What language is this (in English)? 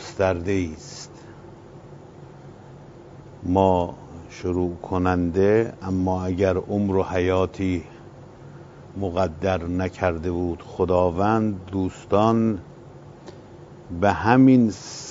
Persian